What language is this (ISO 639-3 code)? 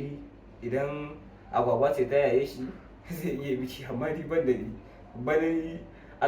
hau